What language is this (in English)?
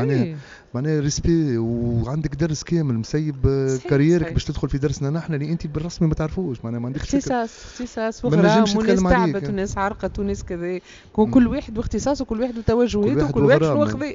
Tunisian Arabic